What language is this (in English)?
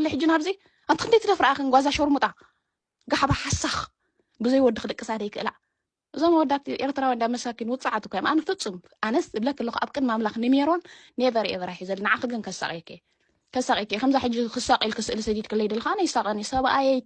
Tigrinya